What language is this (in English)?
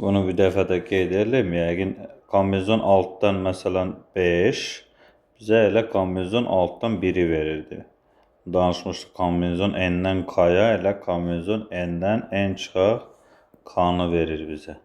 Azerbaijani